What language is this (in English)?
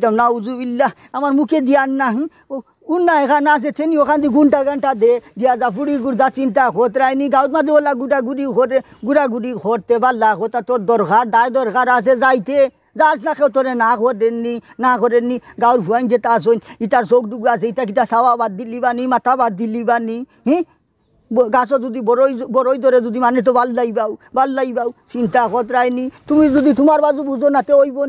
Sylheti